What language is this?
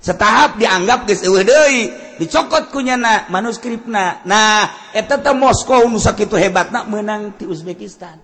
Sundanese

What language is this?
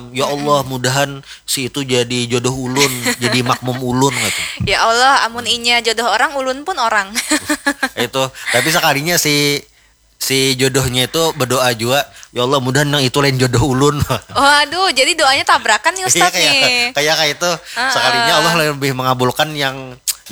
Banjar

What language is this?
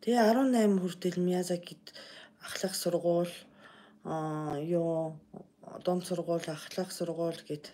Mongolian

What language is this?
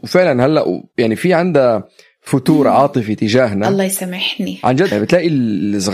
North Levantine Arabic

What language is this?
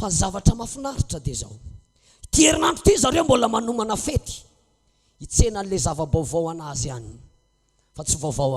Malagasy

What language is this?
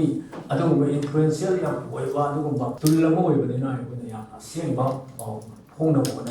Manipuri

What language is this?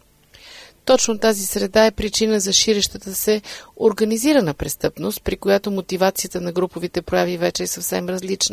Bulgarian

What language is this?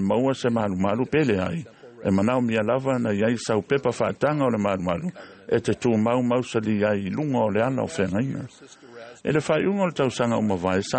Samoan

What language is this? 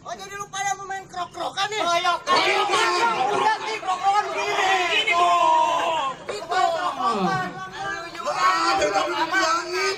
Betawi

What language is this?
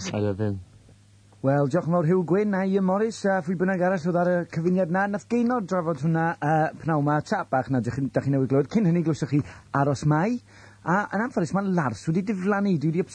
Welsh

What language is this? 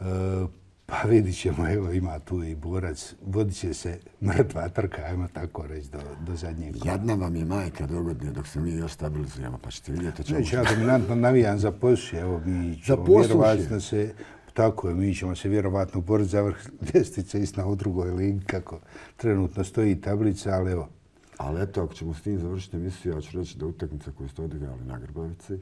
Bosnian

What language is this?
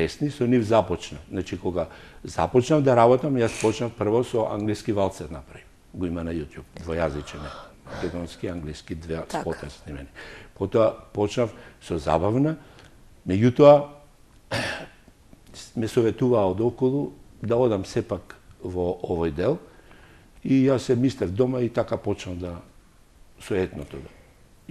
Macedonian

